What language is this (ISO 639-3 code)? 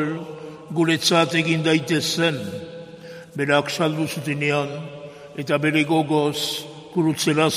eus